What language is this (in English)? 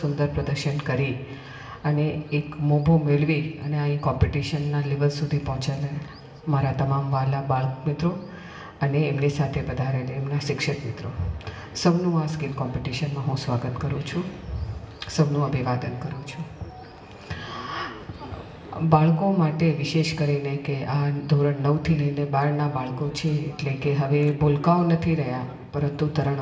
Gujarati